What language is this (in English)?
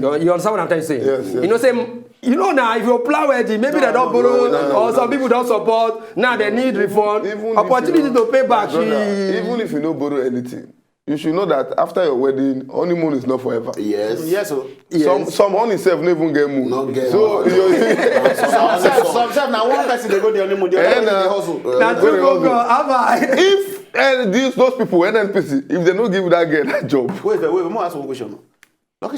Nigerian Pidgin